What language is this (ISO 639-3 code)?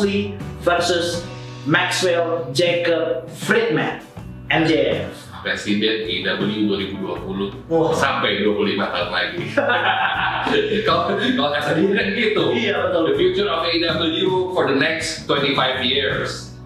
ind